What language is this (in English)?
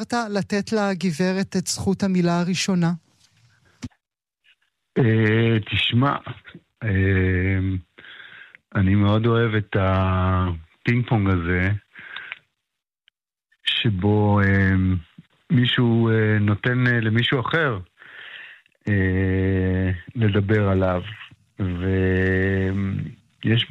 Hebrew